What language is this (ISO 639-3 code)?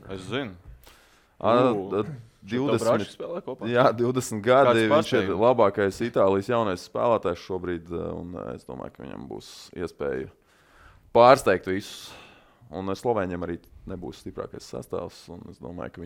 lav